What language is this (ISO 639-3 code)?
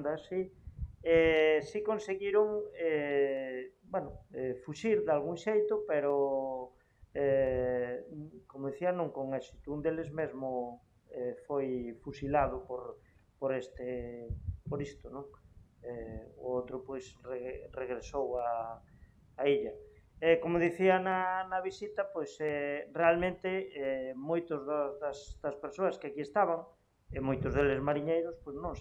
glg